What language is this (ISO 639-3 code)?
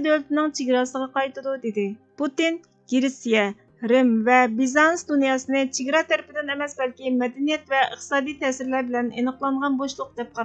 uig